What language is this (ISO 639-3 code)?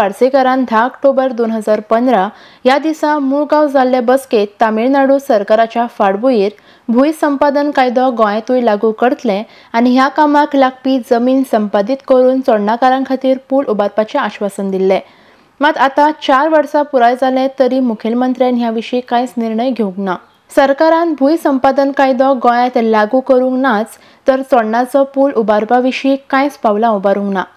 kok